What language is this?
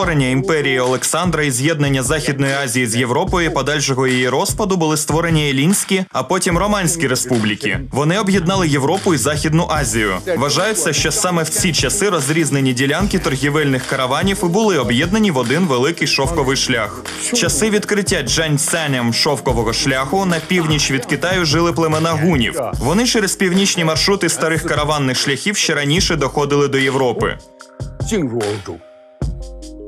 Ukrainian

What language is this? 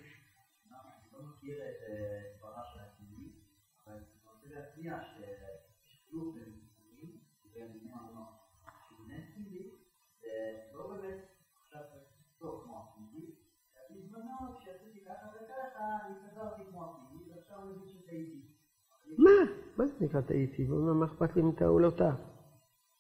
Hebrew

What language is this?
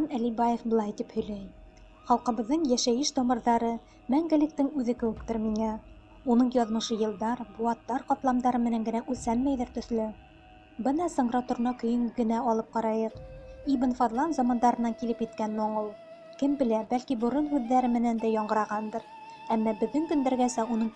Bashkir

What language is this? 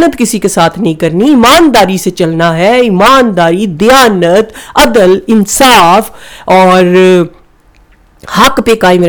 Urdu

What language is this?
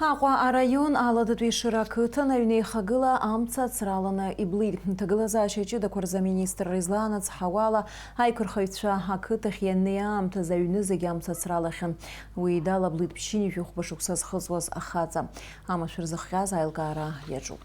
Abkhazian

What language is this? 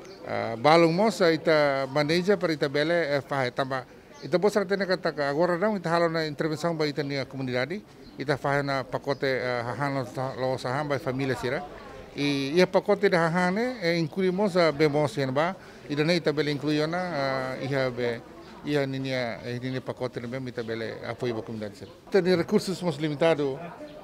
Tetum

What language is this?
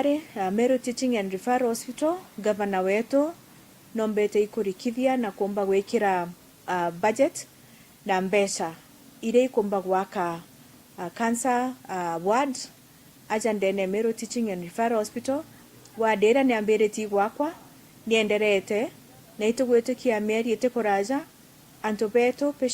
Meru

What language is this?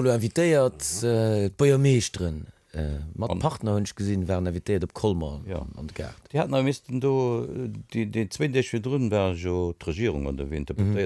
Luxembourgish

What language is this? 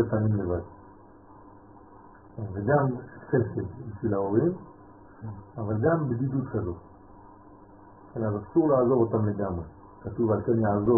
Hebrew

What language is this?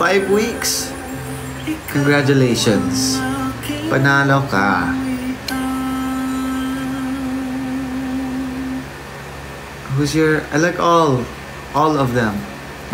Filipino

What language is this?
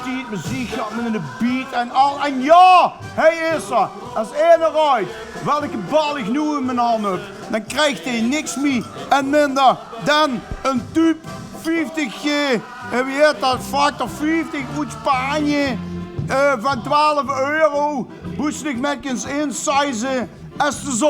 Limburgish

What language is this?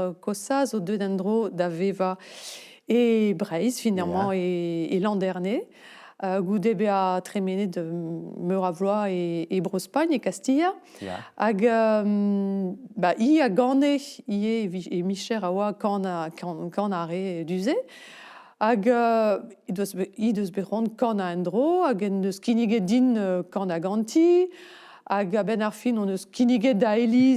Breton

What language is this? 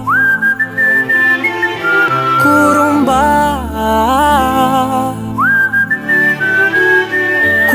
Tamil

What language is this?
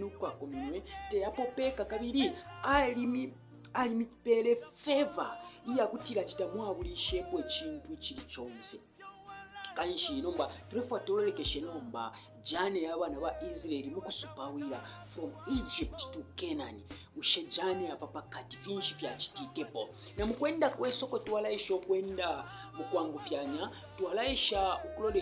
Bemba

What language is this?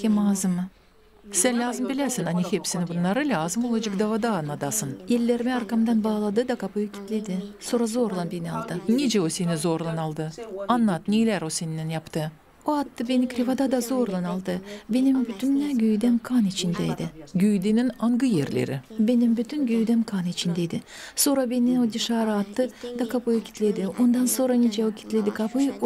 Gagauz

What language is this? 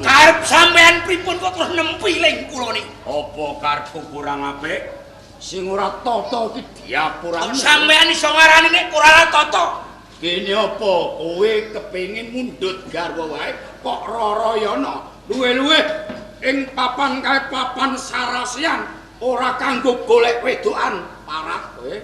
Javanese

